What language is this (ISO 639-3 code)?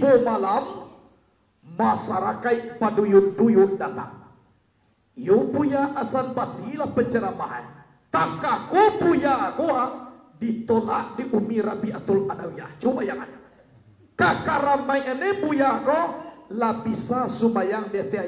min